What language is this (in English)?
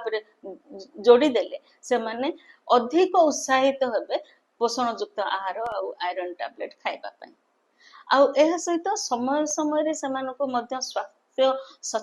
Odia